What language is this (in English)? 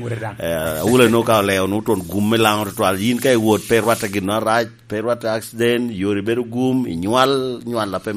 Lango (Uganda)